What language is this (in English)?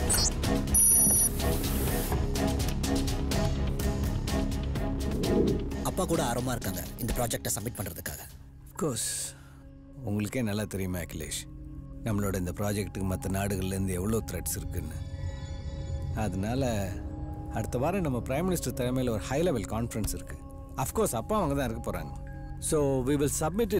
Tamil